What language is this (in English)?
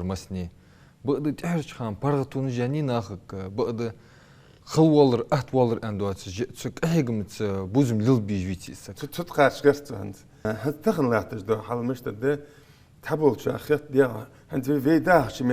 Ingush